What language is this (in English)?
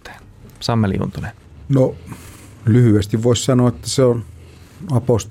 Finnish